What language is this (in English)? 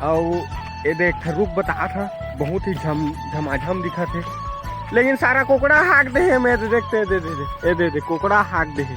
Chhattisgarhi